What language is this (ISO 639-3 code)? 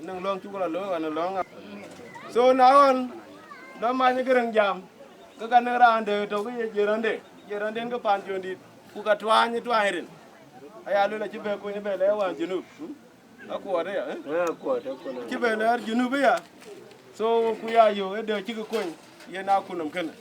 din